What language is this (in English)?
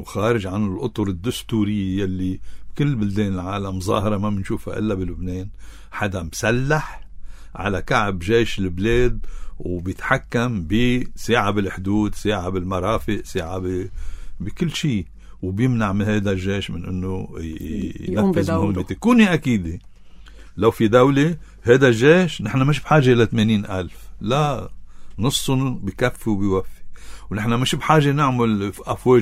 North Levantine Arabic